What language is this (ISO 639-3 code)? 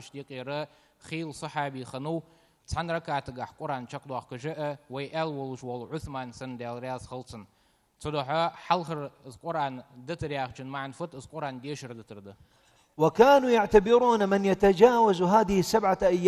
inh